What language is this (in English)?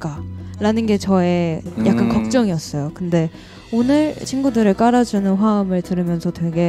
Korean